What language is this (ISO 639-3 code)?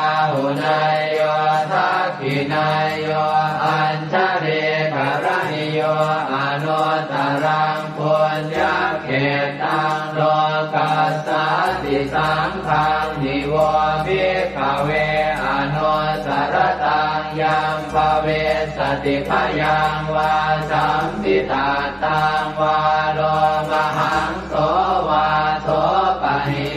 pli